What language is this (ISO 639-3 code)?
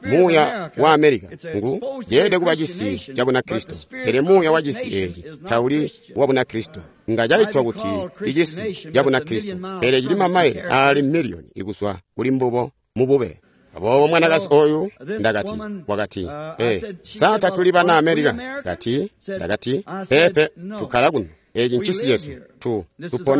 toi